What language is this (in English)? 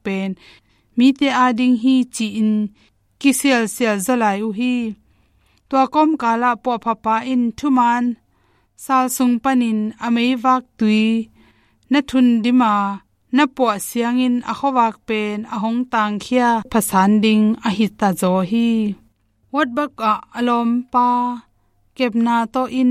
Tedim Chin